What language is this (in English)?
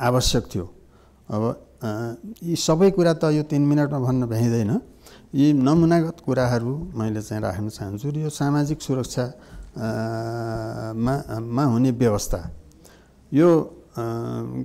Nepali